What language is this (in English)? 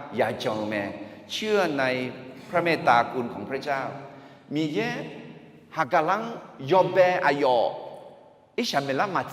Akha